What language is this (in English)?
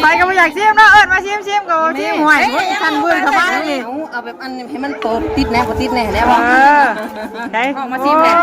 Northeastern Thai